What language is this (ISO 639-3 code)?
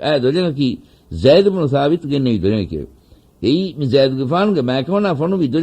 div